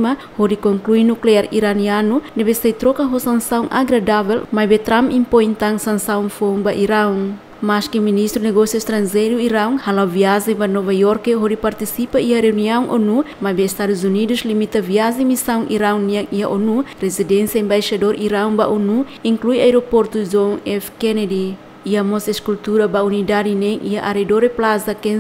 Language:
Tetum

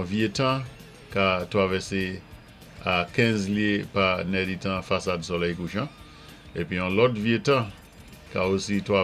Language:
Saint Lucian Creole French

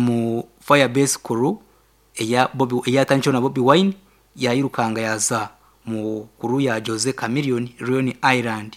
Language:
Nyankole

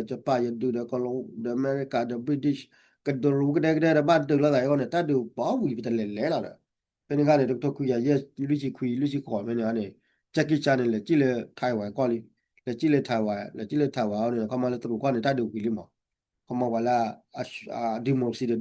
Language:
S'gaw Karen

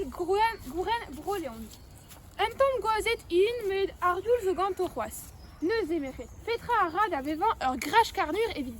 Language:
Breton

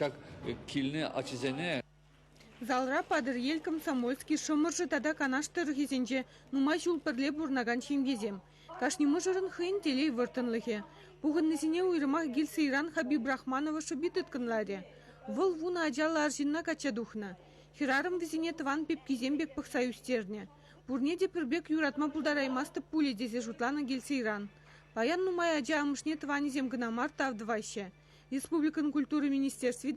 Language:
Chuvash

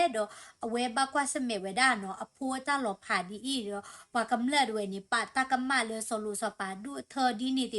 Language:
S'gaw Karen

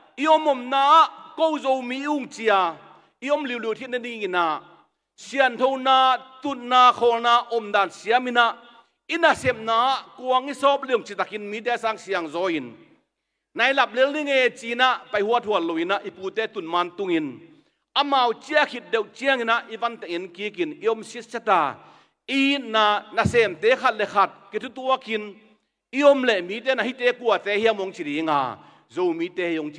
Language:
Tedim Chin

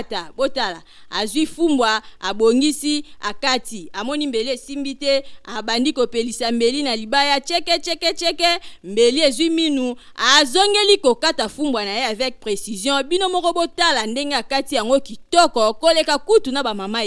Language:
Lingala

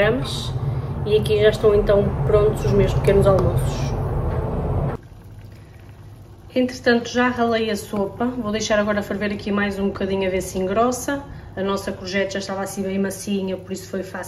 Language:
Portuguese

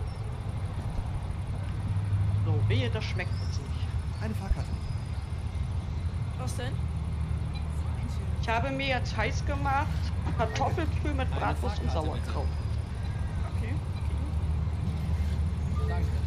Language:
German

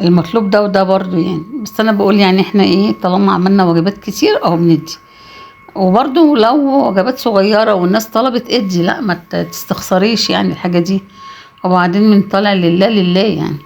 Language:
Egyptian Arabic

